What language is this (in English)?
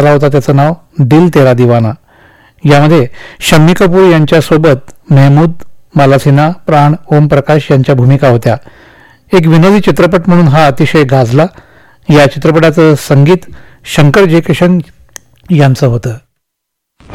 Marathi